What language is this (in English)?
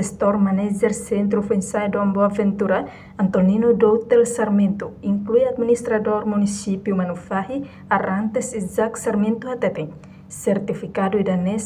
Tetum